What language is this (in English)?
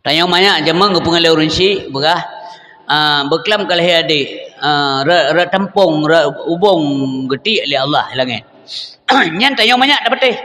Achinese